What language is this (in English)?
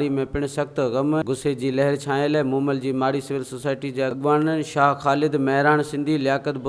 Sindhi